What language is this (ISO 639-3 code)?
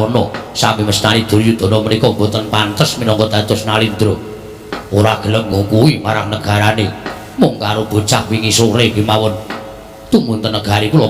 jav